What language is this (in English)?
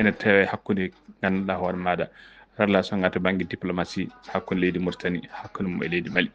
Fula